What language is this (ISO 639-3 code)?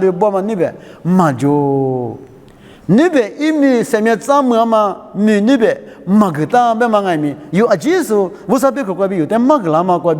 lis